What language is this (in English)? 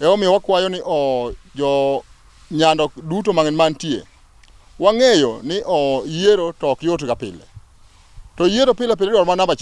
Luo (Kenya and Tanzania)